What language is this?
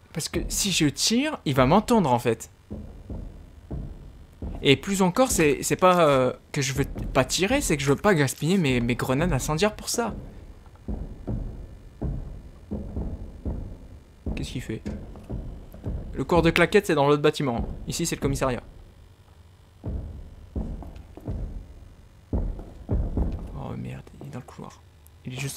French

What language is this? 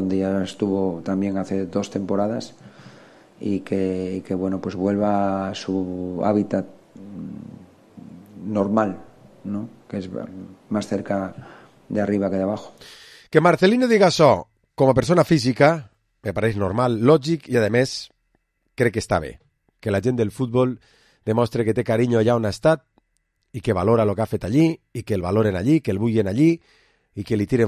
Catalan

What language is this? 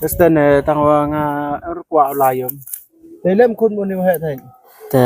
Khasi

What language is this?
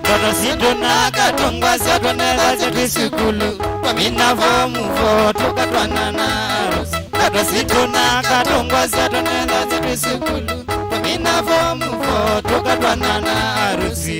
Kamba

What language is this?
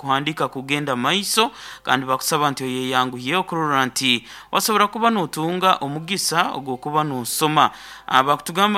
Nyoro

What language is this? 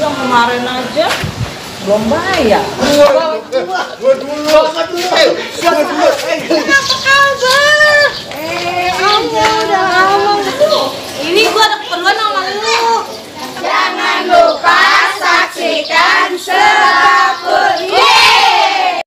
Betawi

